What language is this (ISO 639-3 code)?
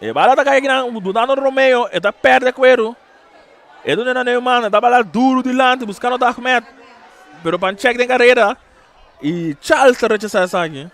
pap